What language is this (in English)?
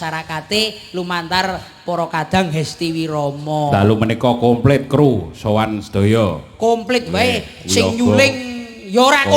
Javanese